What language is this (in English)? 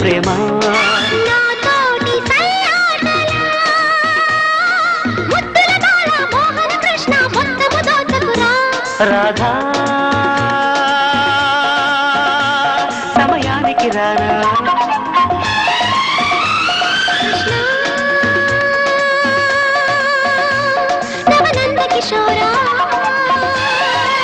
Telugu